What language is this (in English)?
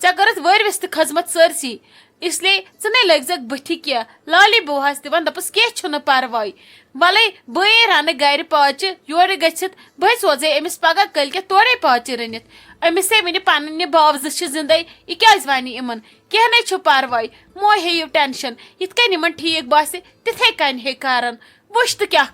Kashmiri